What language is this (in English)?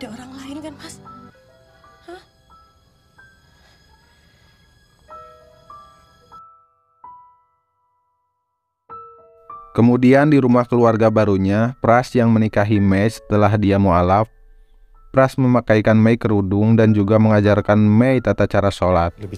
Indonesian